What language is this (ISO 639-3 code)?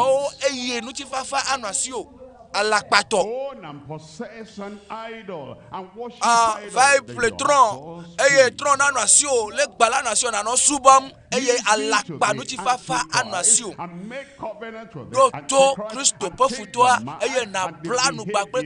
ewe